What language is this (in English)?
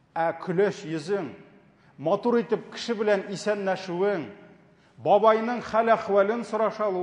Tatar